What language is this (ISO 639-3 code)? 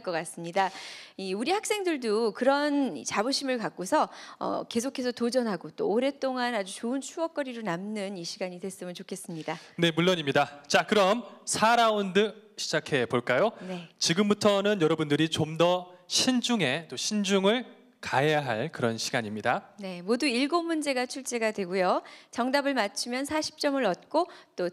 kor